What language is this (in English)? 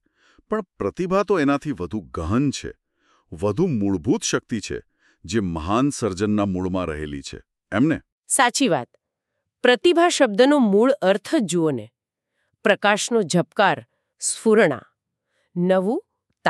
Gujarati